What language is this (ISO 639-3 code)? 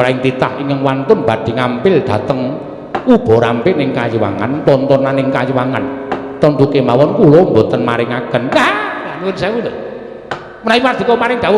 jav